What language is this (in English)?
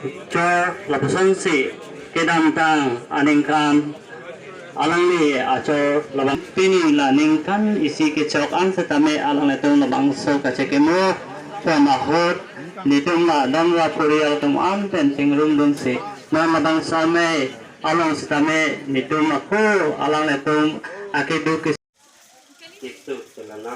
Karbi